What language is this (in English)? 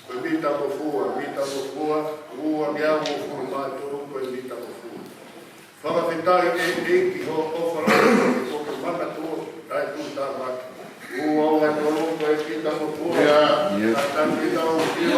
Tongan